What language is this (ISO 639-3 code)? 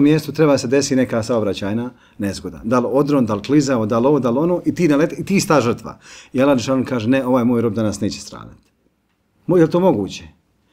bos